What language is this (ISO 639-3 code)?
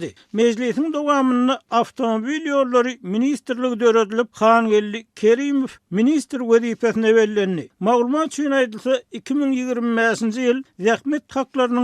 tuk